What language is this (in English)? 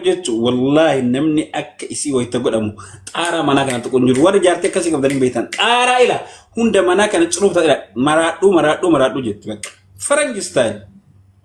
Oromo